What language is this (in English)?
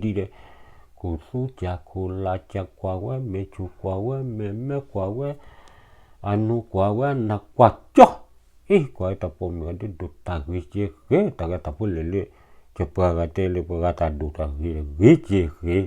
S'gaw Karen